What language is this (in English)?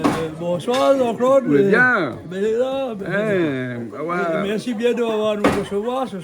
Réunion Creole French